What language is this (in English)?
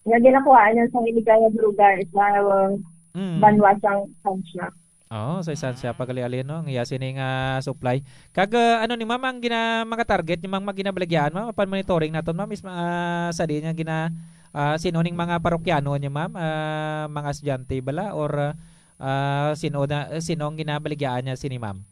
Hiligaynon